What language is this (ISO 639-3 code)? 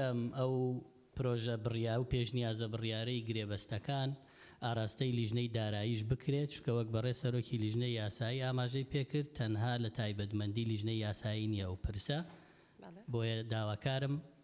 ckb